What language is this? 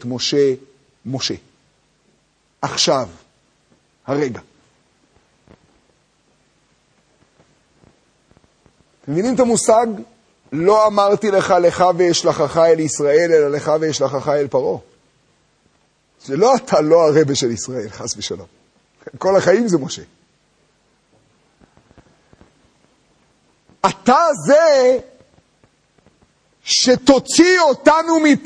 Hebrew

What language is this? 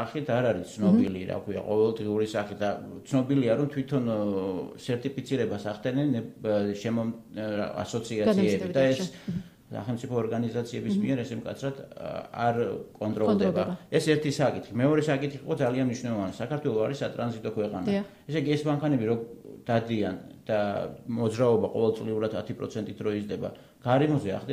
Georgian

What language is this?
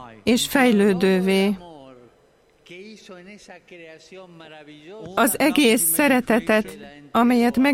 Hungarian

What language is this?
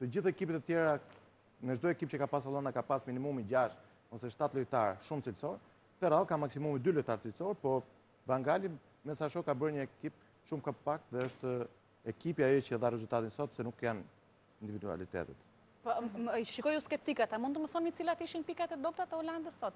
Albanian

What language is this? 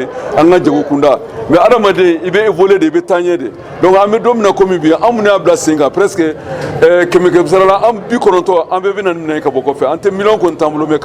Bambara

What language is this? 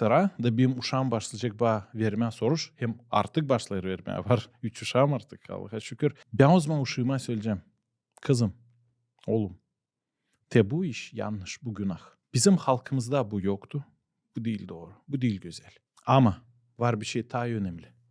Gagauz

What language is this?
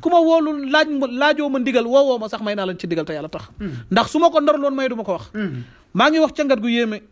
Wolof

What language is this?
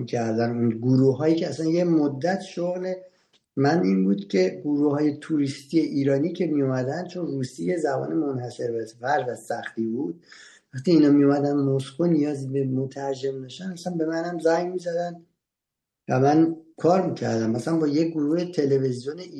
Persian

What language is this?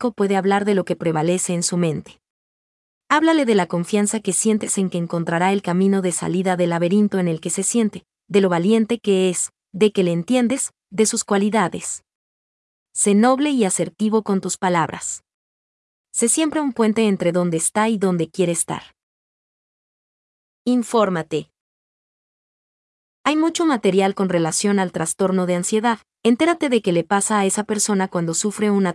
Spanish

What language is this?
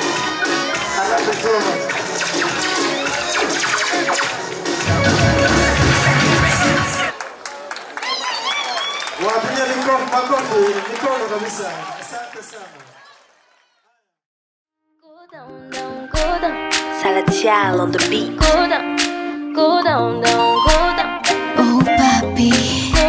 Swahili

